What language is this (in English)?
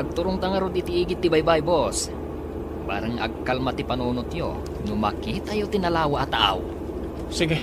Iloko